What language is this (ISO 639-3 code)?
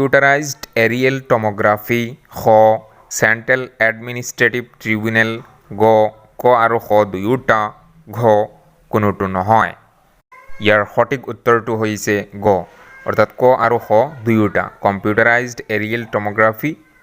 asm